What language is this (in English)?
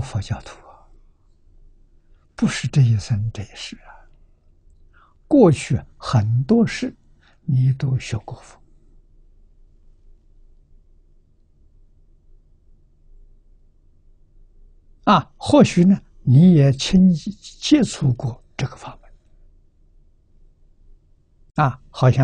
Chinese